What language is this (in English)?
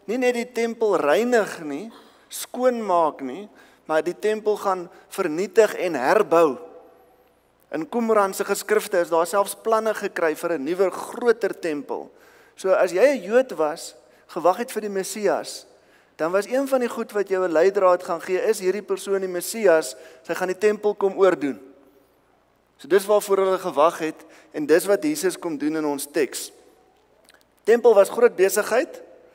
Afrikaans